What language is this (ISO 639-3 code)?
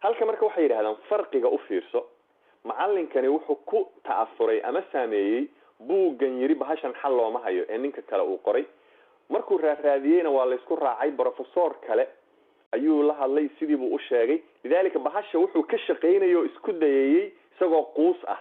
som